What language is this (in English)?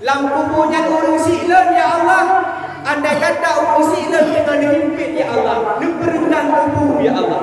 Achinese